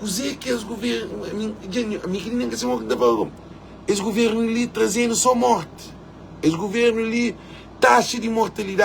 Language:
Kabuverdianu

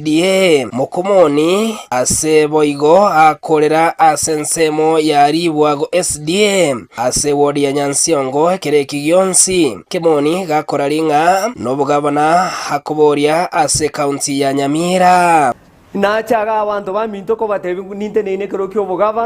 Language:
Gusii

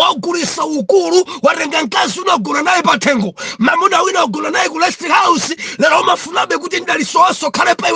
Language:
Nyanja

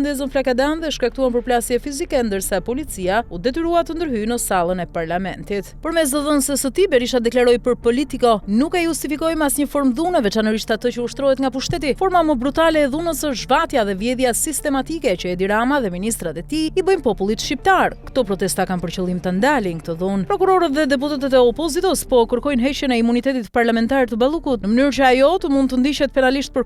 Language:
Albanian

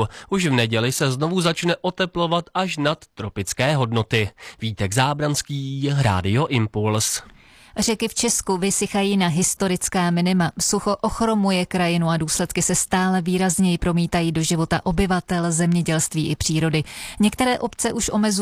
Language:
Czech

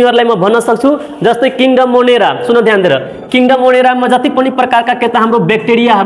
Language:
Nepali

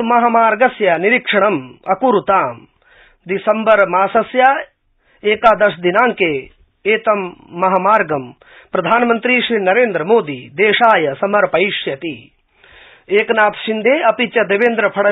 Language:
Sanskrit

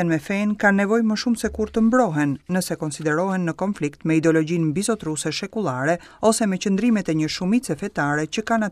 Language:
Albanian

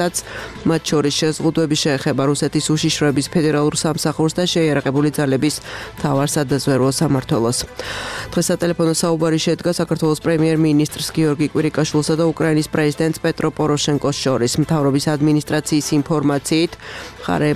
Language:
Georgian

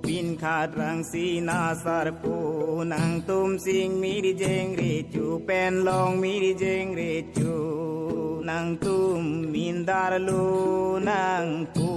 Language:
Karbi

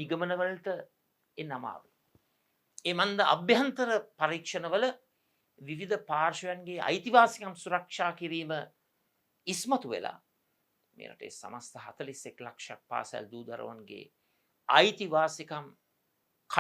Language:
Sinhala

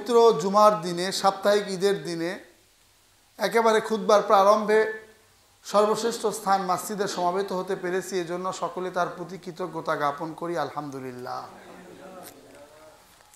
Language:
Bangla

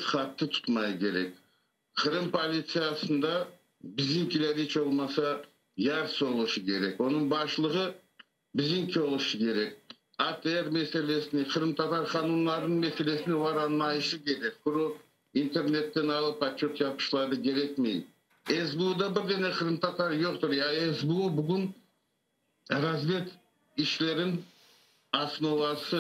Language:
Crimean Tatar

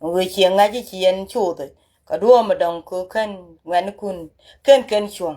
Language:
Nuer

